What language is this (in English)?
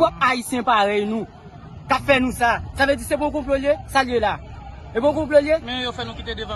Haitian Creole